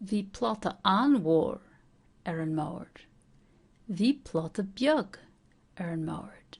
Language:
Irish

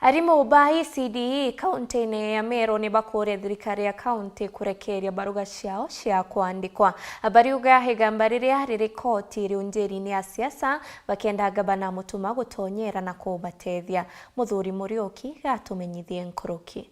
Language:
Meru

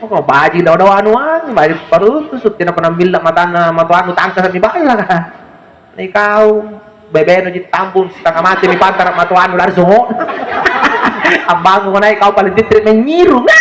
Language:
Makasar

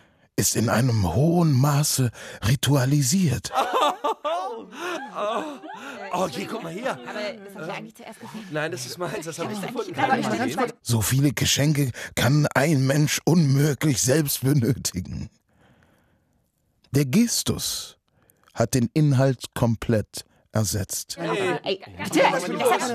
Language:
German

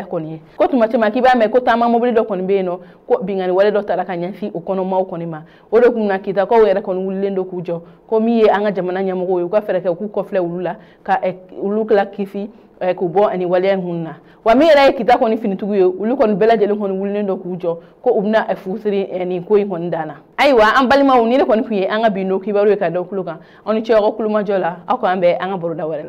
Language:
Bambara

